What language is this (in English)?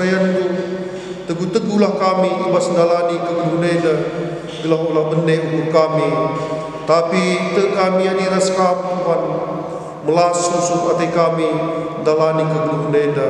Batak Karo